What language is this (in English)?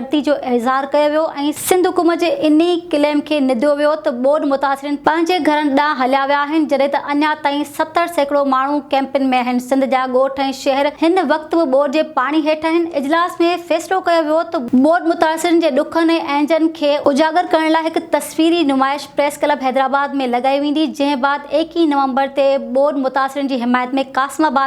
Sindhi